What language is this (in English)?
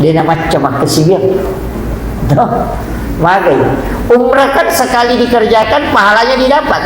Buginese